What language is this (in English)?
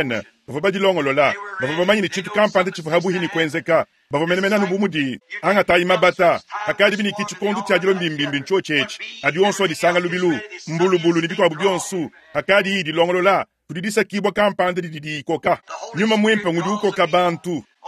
Luba-Lulua